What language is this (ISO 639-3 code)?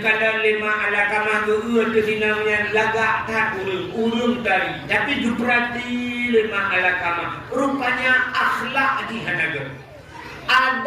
ace